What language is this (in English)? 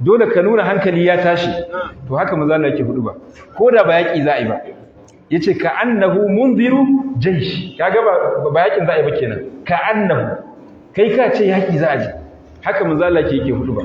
Hausa